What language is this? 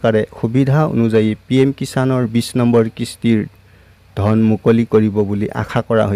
Assamese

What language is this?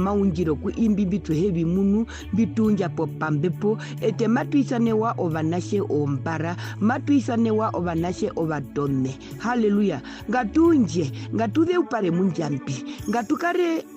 Herero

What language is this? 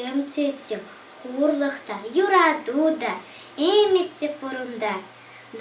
Chuvash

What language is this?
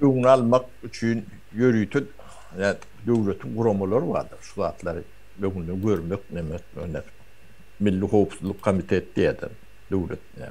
Turkmen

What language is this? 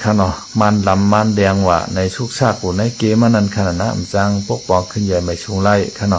Shan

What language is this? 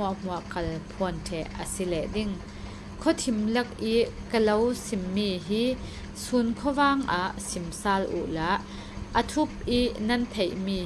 Falam Chin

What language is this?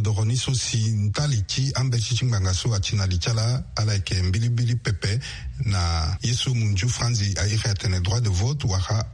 Sango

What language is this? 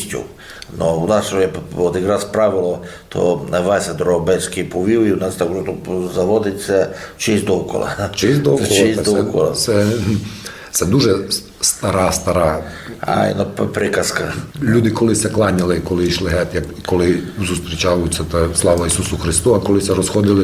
Rusyn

